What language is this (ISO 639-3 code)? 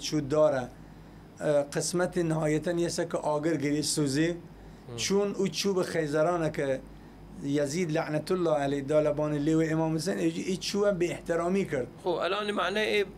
sdh